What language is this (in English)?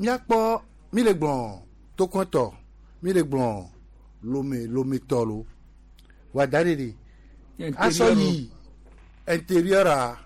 Gen